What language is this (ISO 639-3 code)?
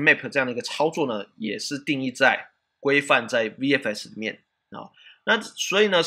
zho